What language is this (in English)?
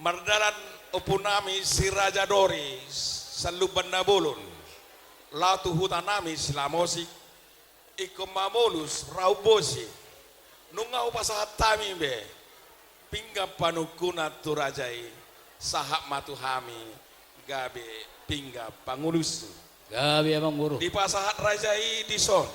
Batak Toba